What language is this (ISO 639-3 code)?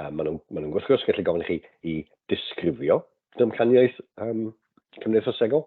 cym